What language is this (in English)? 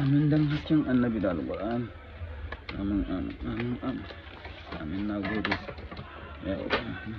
Hausa